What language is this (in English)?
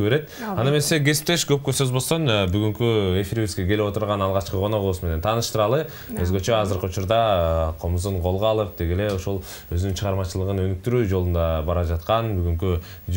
Kyrgyz